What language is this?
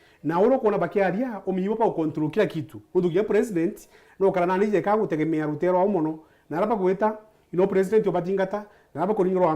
Meru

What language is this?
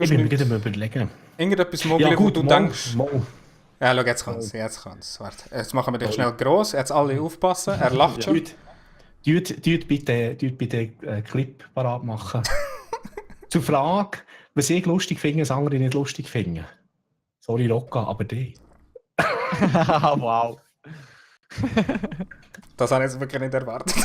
Swiss German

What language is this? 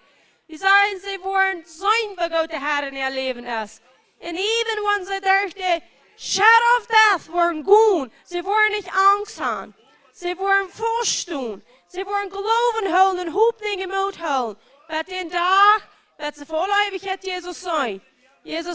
Plautdietsch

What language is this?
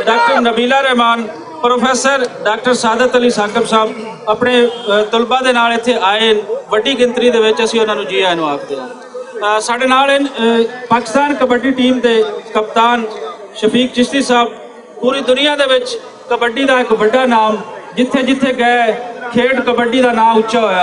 Western Panjabi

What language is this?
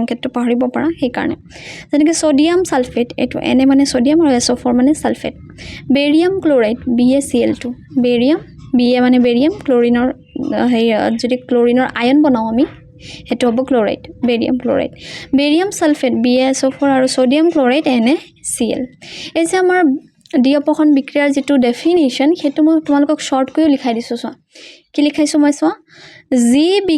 Assamese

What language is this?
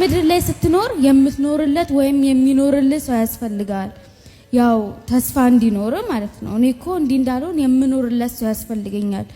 Amharic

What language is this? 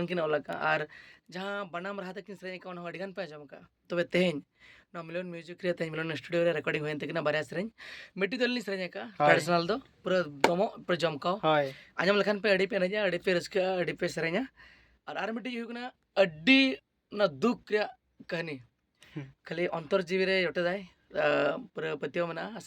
Santali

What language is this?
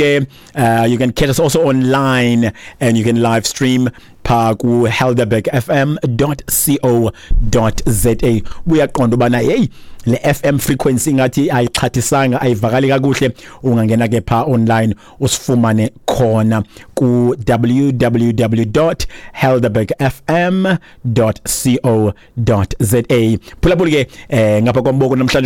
Xhosa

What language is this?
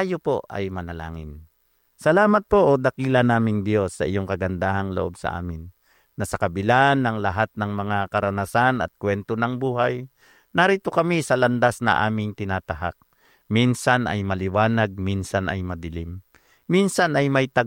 Filipino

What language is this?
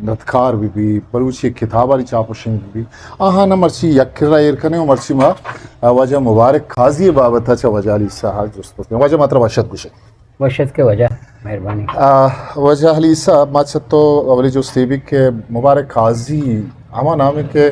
Eastern Balochi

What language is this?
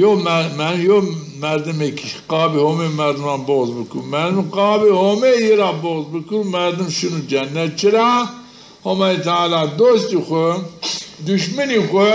Zaza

